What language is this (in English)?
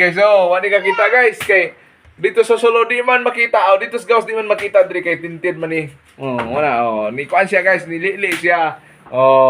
Cebuano